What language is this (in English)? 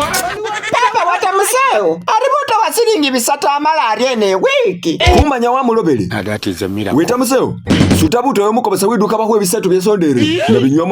Masaaba